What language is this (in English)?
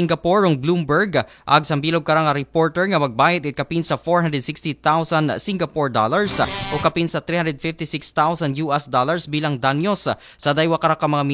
Aklanon